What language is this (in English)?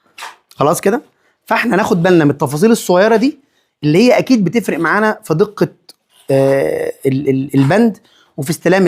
Egyptian Arabic